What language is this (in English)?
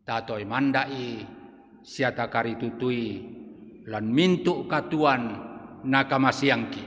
Toraja-Sa'dan